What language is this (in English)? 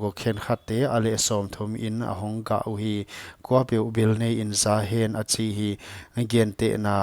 Paite Chin